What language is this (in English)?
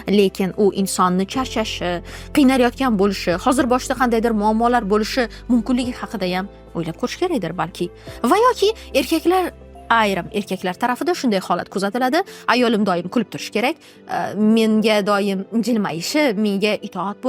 Uzbek